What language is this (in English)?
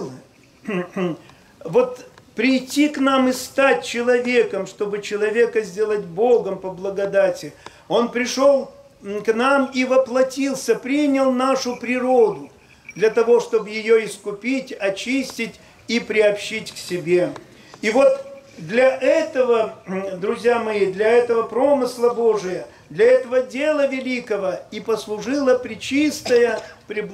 Russian